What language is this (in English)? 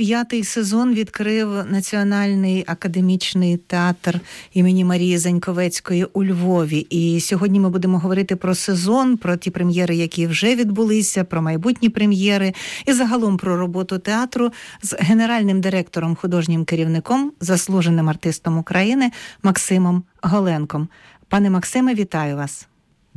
Ukrainian